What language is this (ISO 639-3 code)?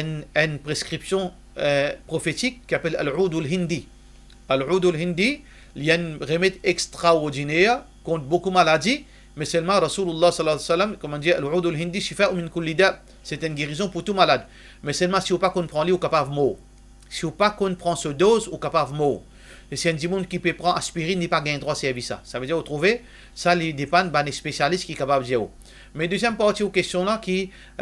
mfe